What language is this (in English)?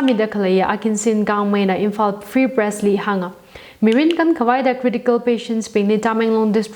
Tangkhul Naga (India)